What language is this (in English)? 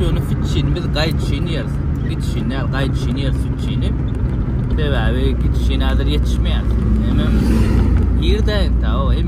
Turkmen